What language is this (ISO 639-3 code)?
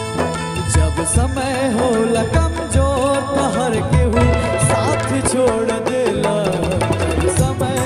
bho